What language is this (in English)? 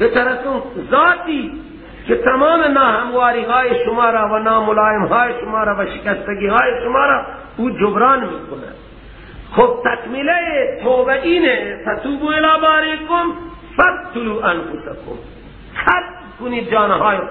Persian